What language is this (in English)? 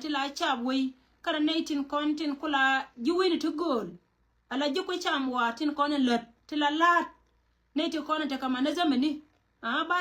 Nuer